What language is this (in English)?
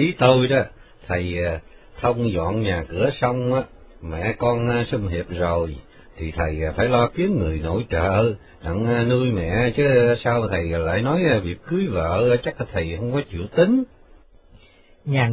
Vietnamese